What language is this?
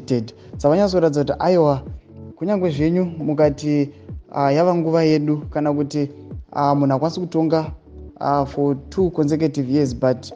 Shona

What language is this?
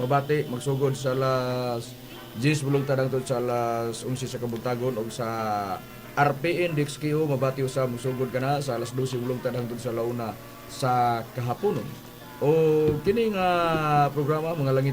Cebuano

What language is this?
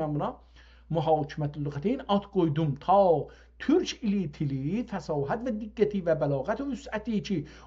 South Azerbaijani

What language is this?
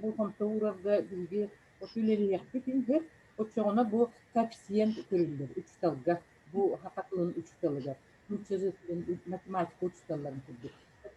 Yakut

